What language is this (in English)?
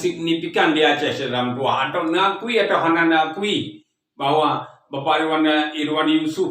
Achinese